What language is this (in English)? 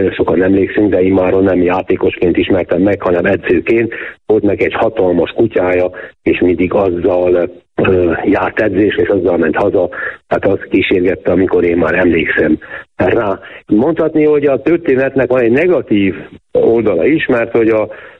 Hungarian